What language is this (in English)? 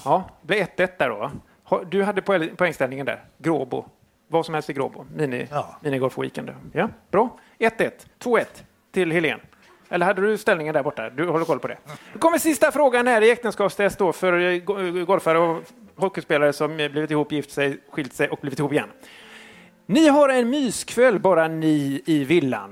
Swedish